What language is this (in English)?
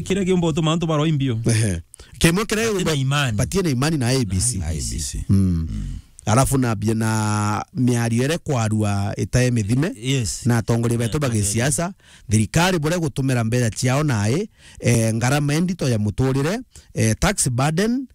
Meru